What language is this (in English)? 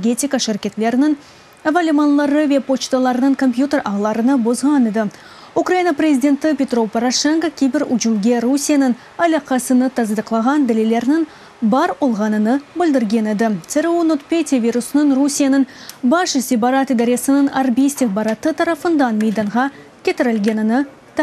Crimean Tatar